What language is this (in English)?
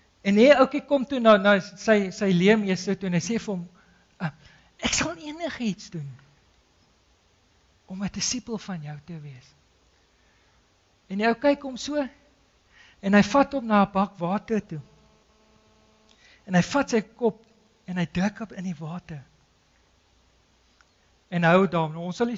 Afrikaans